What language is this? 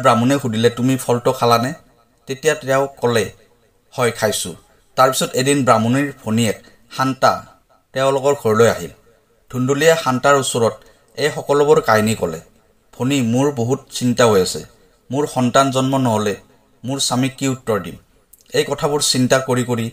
Assamese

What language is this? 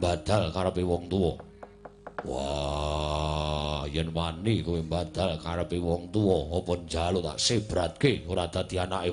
Javanese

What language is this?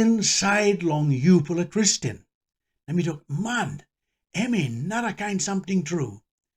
Tok Pisin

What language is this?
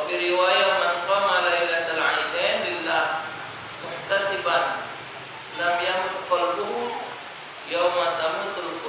Musi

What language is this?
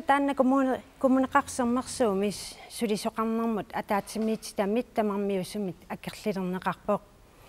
Kalaallisut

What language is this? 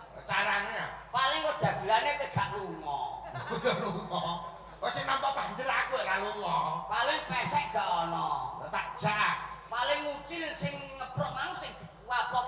Javanese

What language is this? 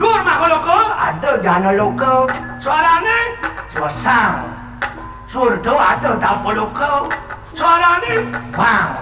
Balinese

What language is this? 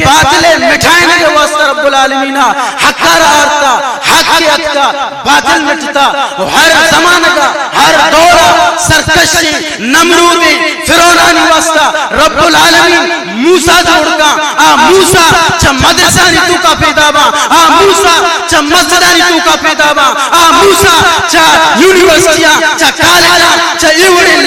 Baluchi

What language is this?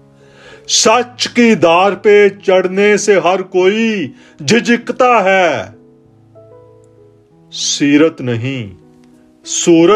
Hindi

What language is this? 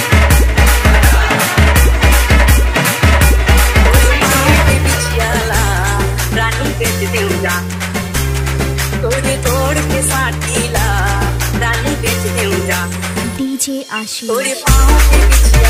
Chhattisgarhi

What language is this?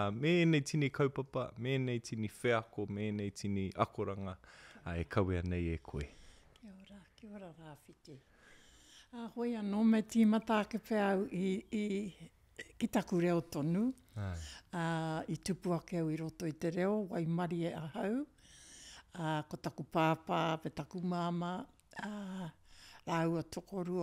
Māori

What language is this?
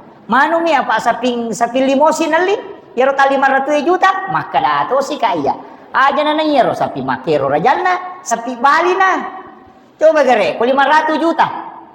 Buginese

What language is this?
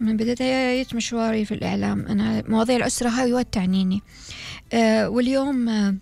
Gulf Arabic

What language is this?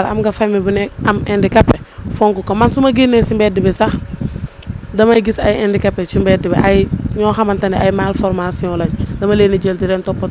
Wolof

